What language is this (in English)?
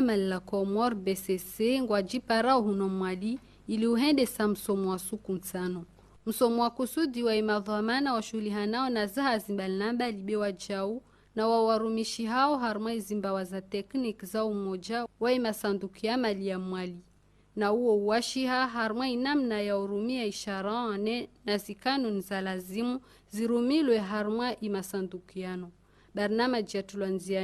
Ngazidja Comorian